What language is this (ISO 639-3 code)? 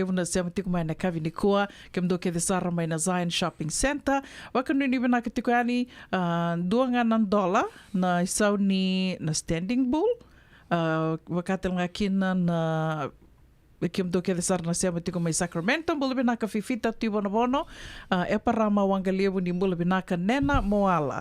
fij